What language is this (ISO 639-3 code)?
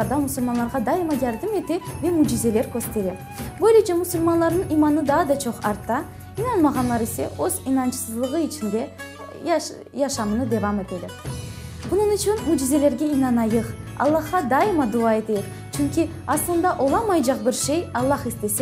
crh